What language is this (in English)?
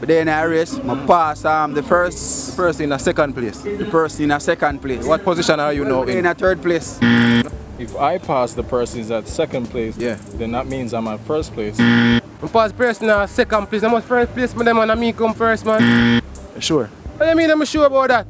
Jamaican Creole English